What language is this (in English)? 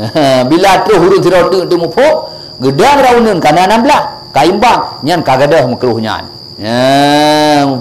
Achinese